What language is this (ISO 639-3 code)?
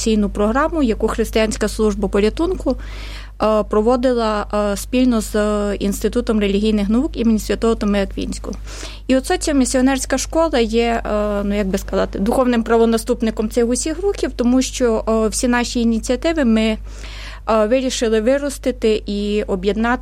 ukr